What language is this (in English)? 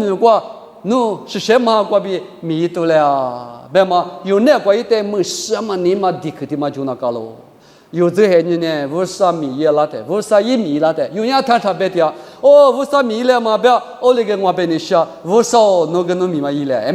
Lisu